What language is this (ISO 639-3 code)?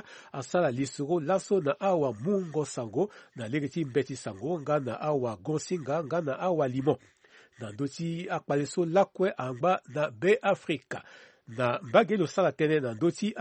sag